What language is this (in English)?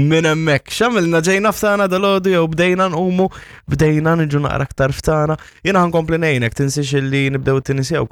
Maltese